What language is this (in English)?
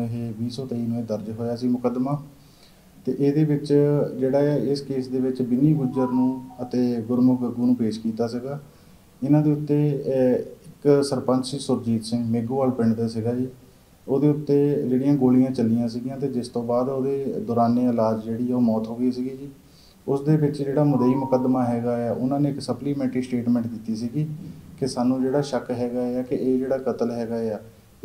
Punjabi